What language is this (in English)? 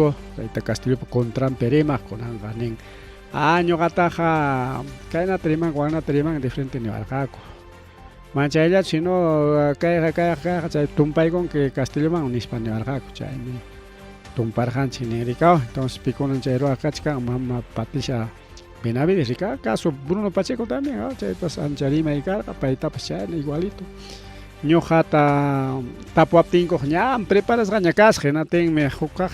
Ayacucho Quechua